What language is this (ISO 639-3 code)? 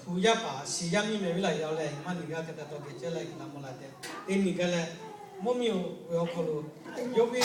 lhu